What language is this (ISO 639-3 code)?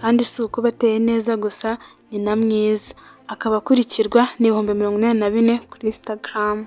kin